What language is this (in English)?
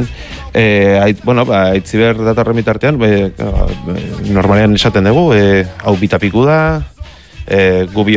Basque